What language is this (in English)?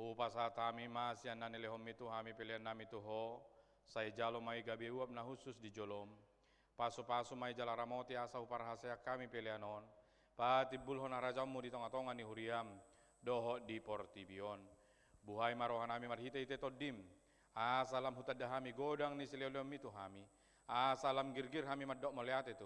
Batak Toba